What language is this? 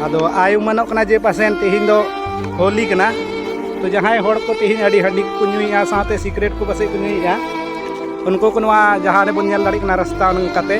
Santali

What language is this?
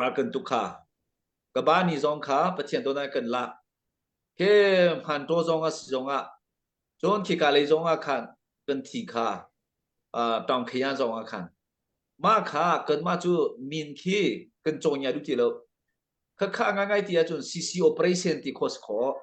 Hakha Chin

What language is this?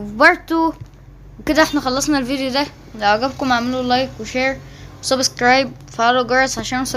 Egyptian Arabic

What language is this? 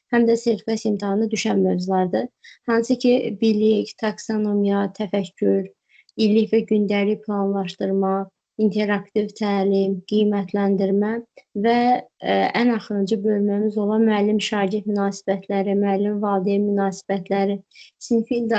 Azerbaijani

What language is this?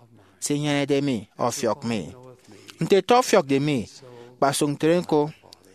Efik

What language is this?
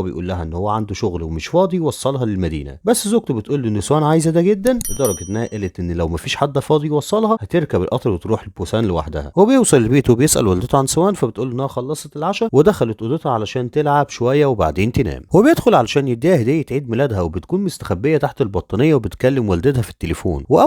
Egyptian Arabic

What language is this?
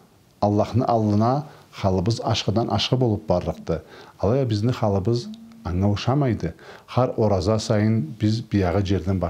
Karachay-Balkar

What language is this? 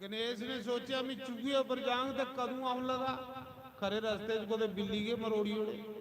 Dogri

